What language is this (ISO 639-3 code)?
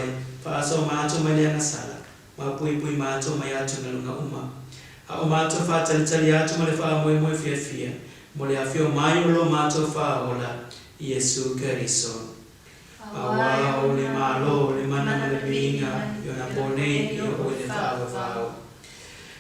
smo